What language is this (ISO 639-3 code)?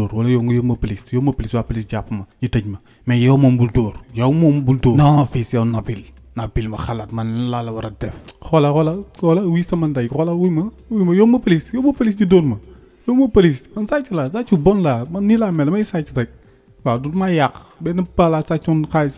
wol